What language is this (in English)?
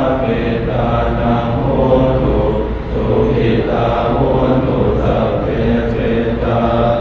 Pali